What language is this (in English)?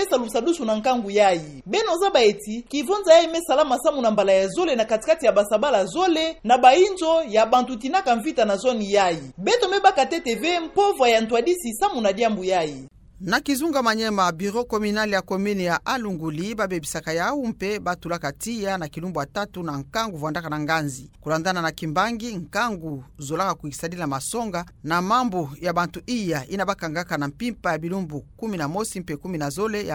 Kituba (Democratic Republic of Congo)